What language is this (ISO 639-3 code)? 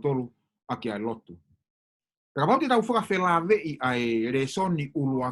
ton